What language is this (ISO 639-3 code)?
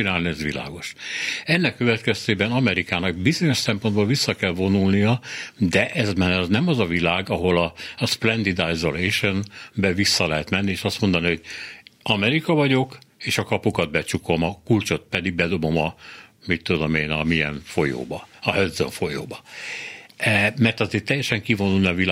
hun